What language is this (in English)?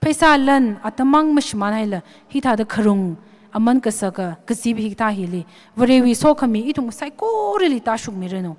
Tangkhul Naga (India)